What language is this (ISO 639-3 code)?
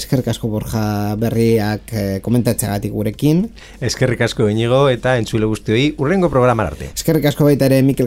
eus